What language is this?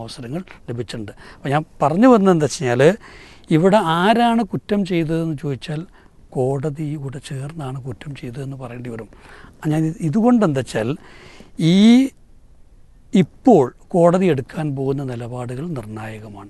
Malayalam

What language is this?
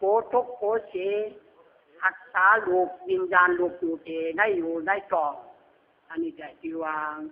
Lü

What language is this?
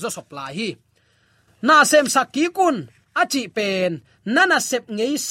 Tedim Chin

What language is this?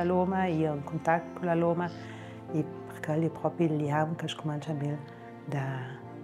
Ladin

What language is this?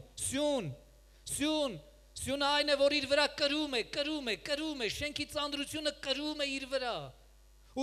Armenian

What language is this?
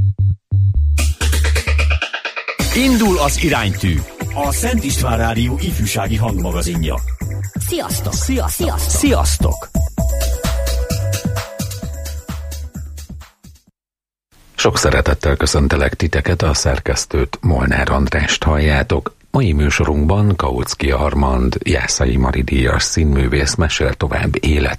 Hungarian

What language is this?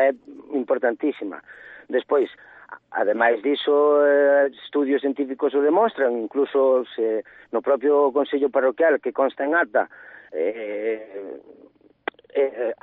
Galician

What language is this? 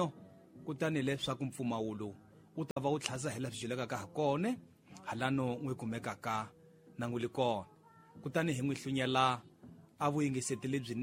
Tsonga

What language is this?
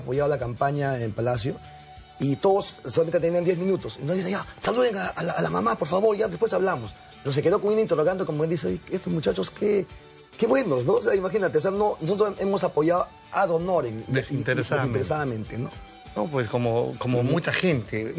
Spanish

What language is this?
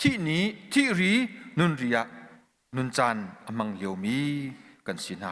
Hakha Chin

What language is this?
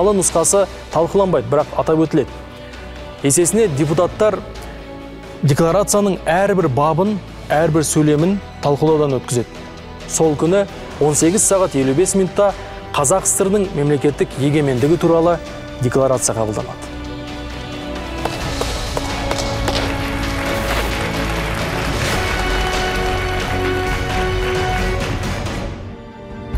Kazakh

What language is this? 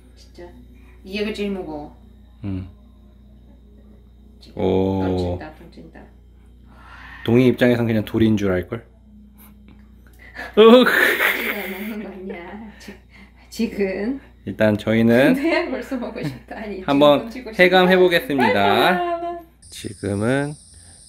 Korean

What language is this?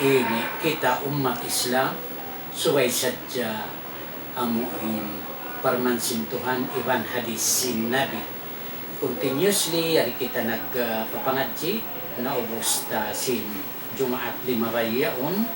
Tausug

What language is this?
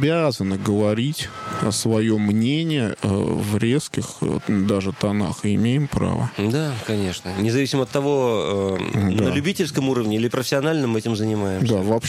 Russian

